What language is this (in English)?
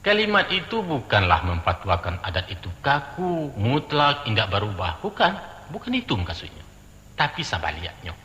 Minangkabau